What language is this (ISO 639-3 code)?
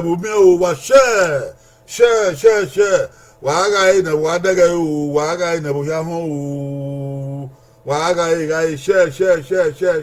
bin